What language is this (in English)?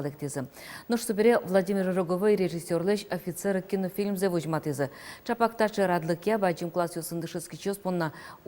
Udmurt